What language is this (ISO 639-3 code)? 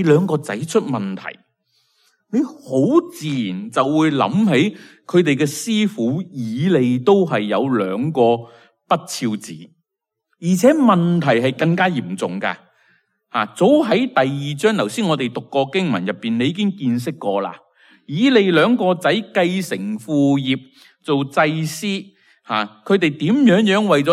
yue